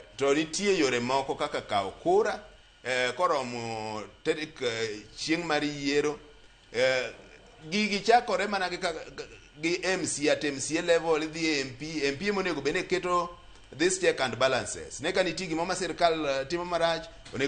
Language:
Luo (Kenya and Tanzania)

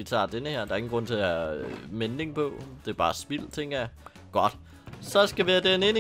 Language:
Danish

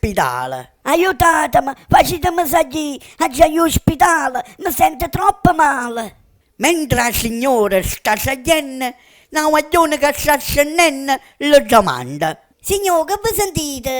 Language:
Neapolitan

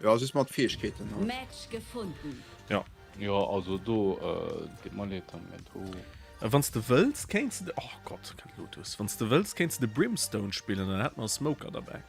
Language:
Luxembourgish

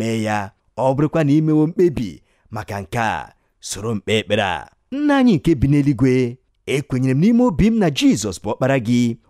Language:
Igbo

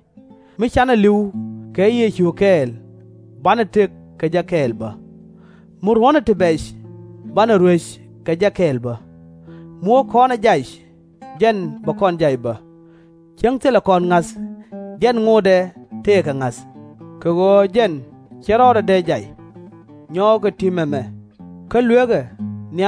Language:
Nuer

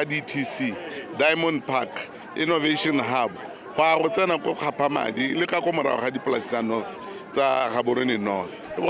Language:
Tswana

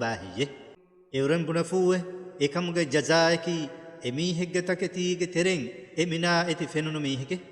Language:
Divehi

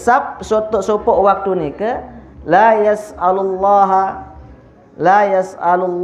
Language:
Sasak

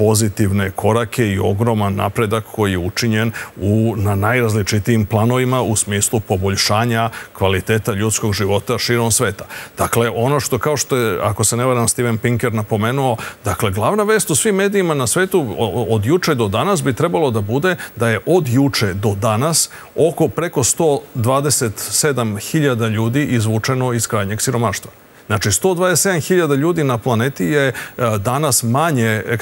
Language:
Serbian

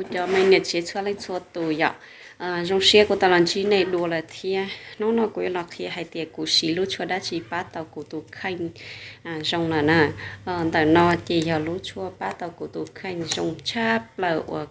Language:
Hmong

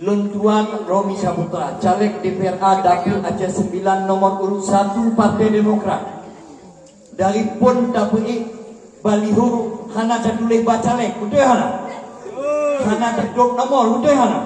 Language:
Achinese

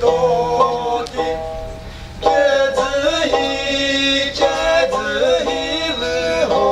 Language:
Chokri Naga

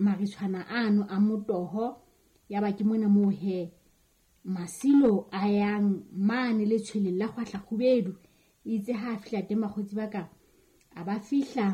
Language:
Southern Sotho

